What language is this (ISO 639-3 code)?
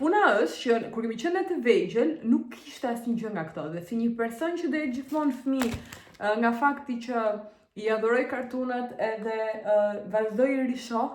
sqi